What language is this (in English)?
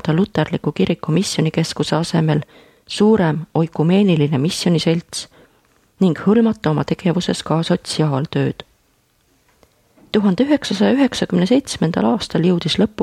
Estonian